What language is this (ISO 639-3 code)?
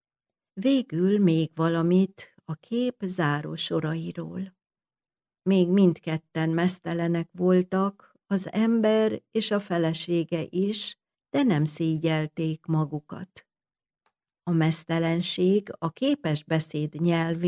hun